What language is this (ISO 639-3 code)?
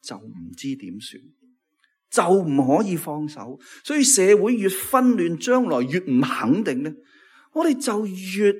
yue